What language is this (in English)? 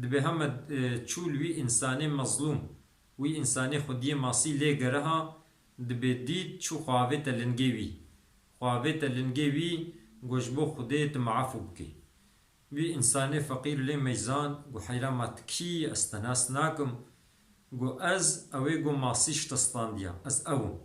Kurdish